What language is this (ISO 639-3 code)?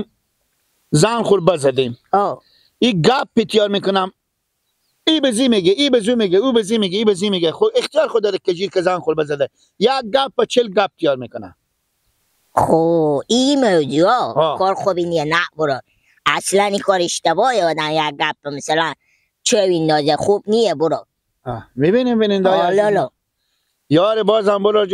fas